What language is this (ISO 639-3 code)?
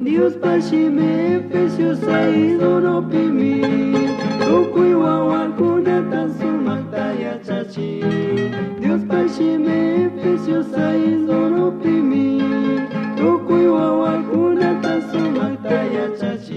qug